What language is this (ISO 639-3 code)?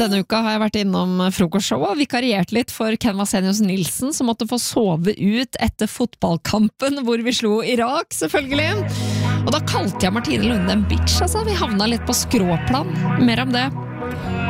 nor